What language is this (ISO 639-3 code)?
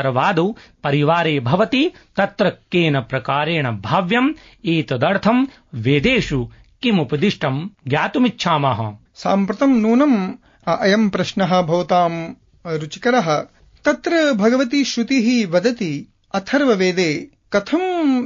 san